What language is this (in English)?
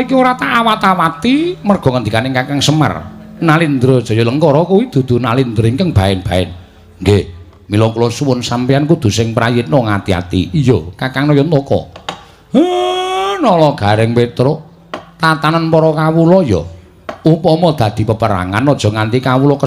Javanese